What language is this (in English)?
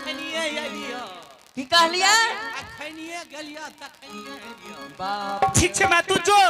Angika